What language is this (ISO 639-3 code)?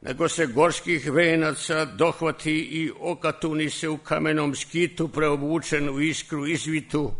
srp